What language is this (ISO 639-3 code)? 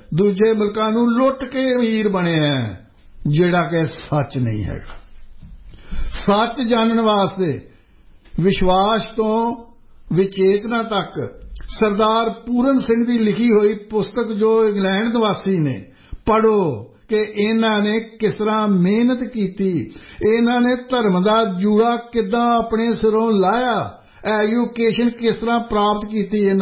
pan